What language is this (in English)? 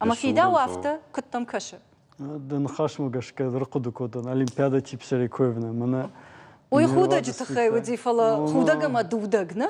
Ossetic